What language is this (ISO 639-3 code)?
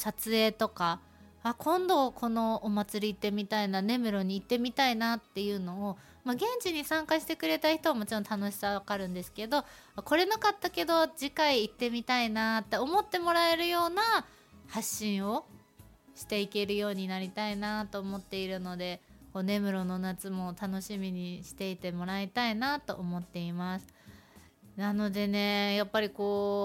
jpn